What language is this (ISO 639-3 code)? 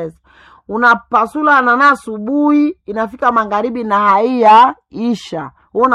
swa